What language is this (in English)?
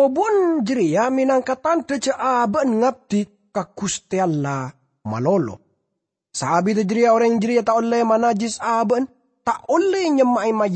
Madurese